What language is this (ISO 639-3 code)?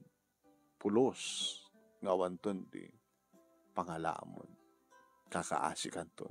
ilo